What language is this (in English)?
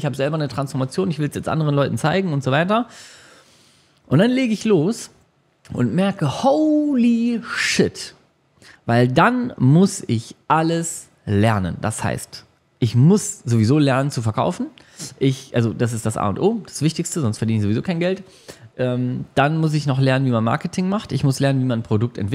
German